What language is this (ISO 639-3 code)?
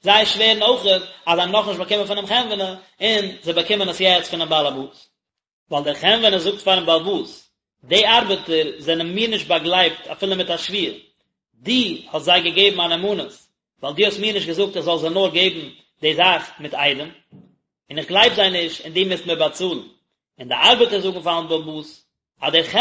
yid